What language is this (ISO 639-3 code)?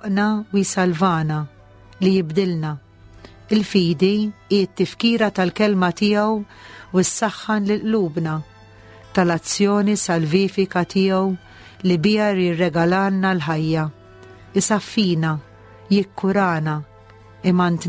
mlt